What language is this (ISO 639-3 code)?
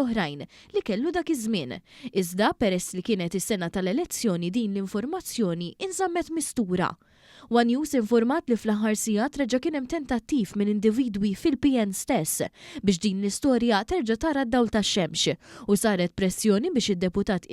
mlt